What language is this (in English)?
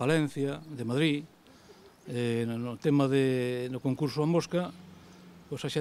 Galician